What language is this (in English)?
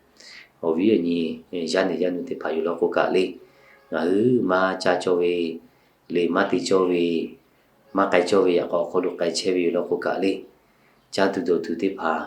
Lahu